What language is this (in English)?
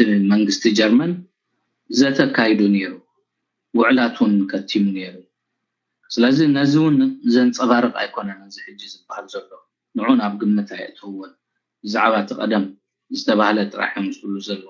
Tigrinya